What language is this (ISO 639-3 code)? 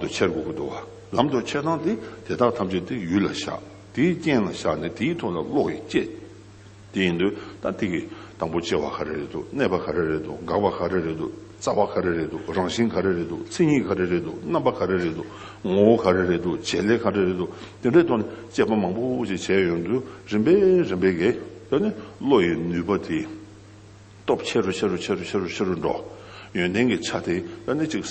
bod